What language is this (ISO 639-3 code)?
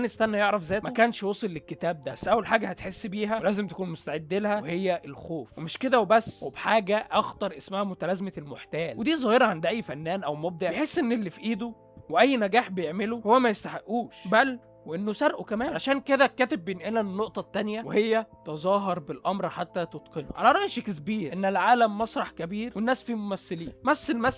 arz